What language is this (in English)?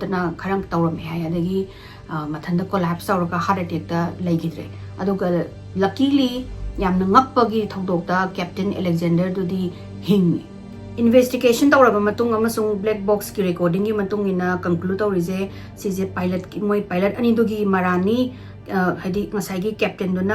Manipuri